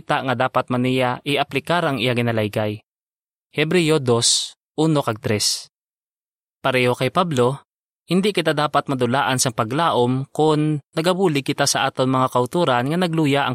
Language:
Hiligaynon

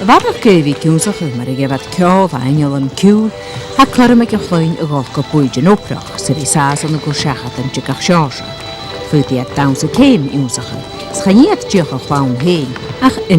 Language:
Scottish Gaelic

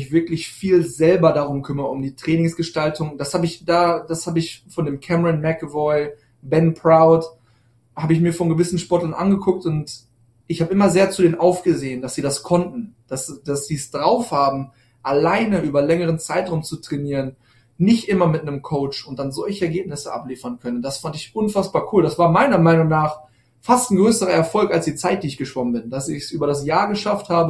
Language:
German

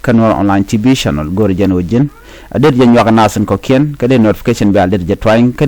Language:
Nuer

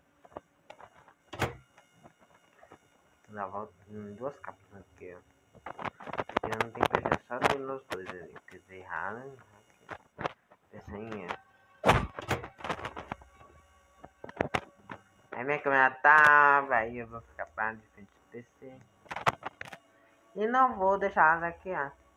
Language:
Portuguese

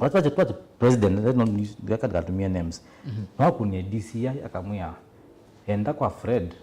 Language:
Kamba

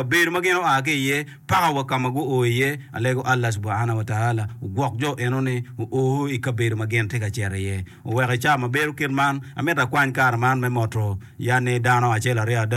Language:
Acoli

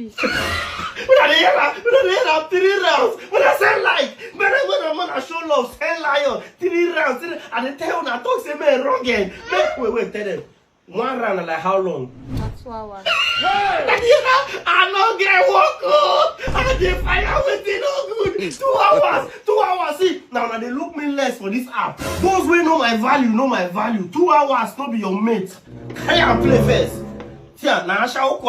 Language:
Nigerian Pidgin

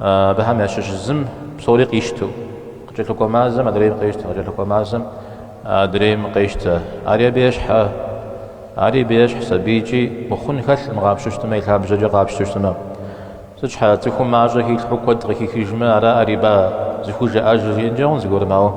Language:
Kabardian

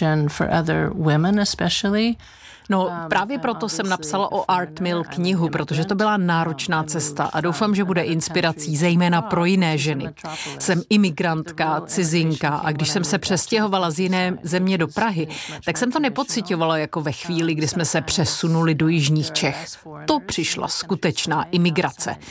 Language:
Czech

